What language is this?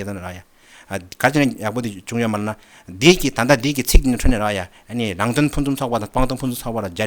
Tibetan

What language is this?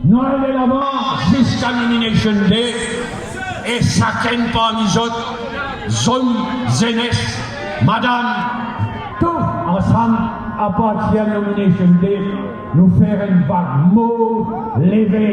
Morisyen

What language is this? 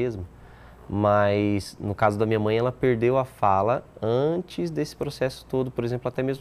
Portuguese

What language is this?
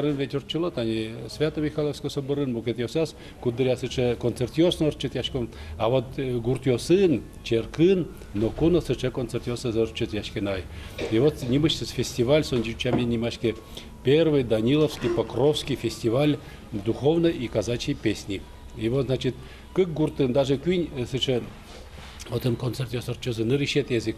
Udmurt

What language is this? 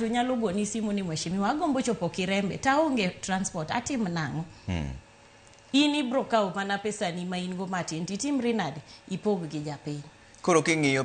Luo (Kenya and Tanzania)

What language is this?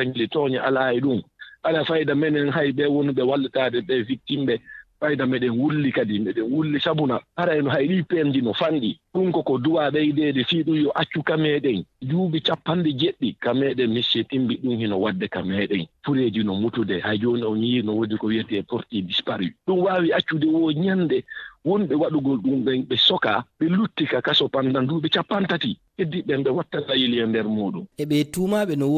Fula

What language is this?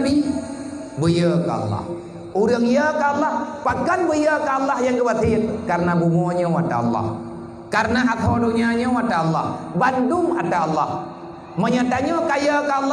Achinese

